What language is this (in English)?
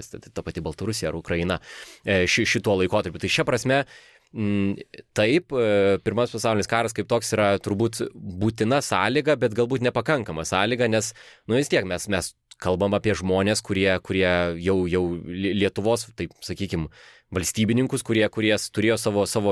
Lithuanian